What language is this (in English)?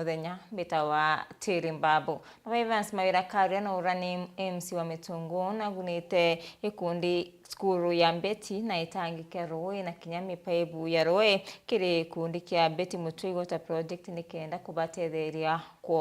Meru